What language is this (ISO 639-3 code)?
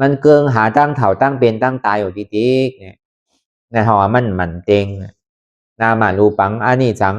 khb